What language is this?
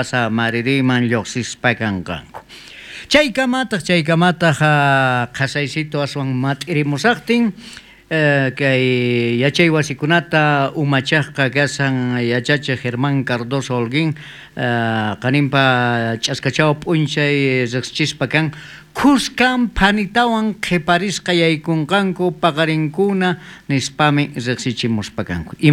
South Bolivian Quechua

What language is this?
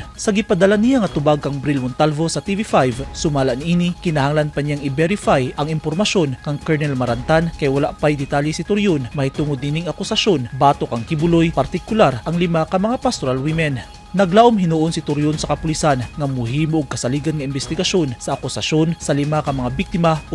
Cebuano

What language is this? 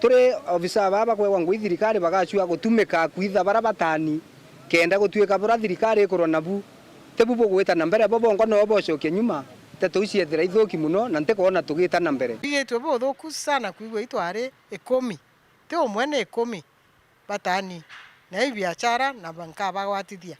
Meru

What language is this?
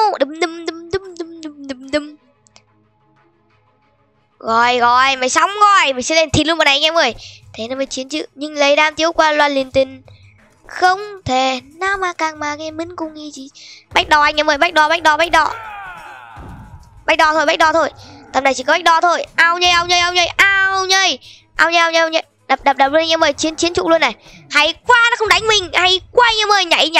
Vietnamese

